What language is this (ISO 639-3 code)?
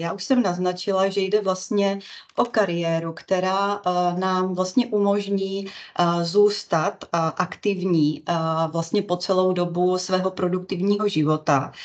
ces